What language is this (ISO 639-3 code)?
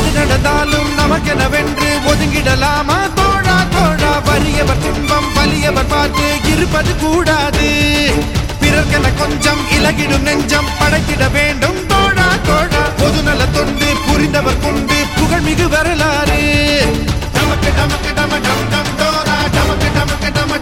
tam